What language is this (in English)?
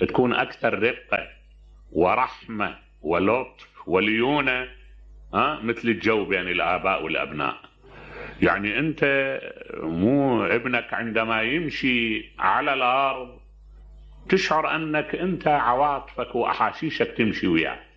Mesopotamian Arabic